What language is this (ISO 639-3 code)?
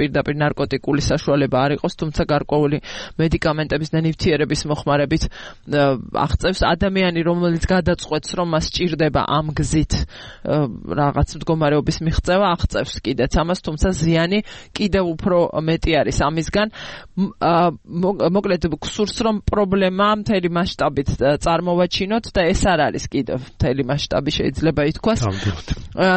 kat